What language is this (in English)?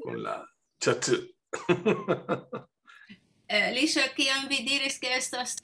Esperanto